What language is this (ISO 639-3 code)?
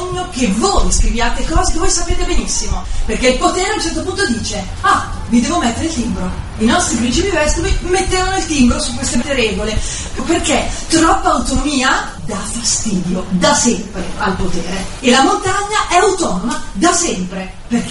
ita